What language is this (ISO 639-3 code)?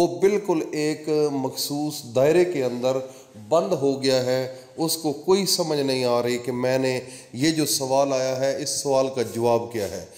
urd